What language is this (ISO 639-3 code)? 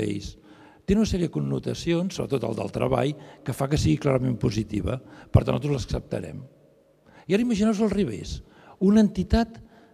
cat